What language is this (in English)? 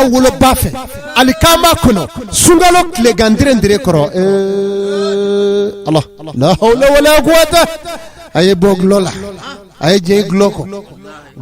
Bambara